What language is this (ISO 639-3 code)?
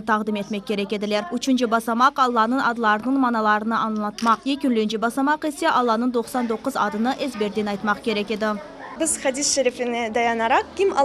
crh